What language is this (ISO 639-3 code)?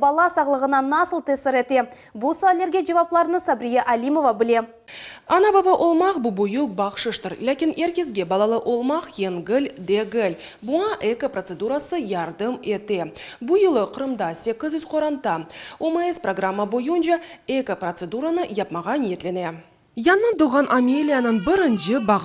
crh